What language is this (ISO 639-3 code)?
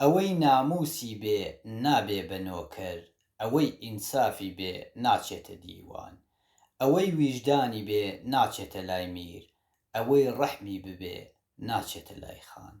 ckb